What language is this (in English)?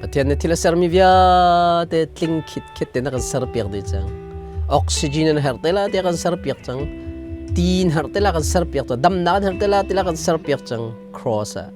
Hakha Chin